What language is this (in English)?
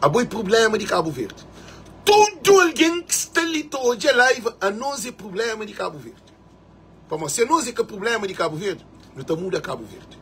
Kabuverdianu